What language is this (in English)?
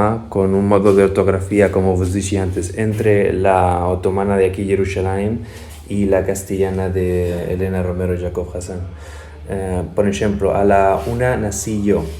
Ladino